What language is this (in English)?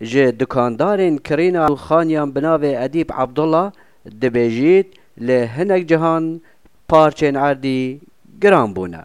Kurdish